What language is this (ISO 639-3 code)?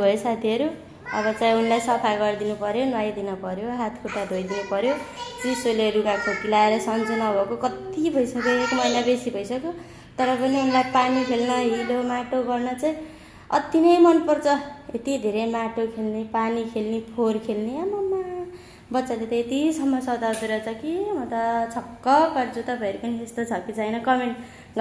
nep